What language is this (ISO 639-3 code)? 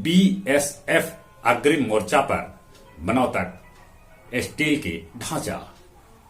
mag